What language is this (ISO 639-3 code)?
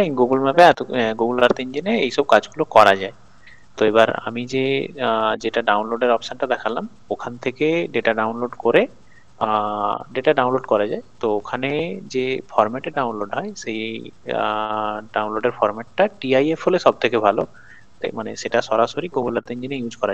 ben